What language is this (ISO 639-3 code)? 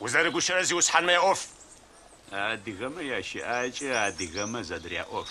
ady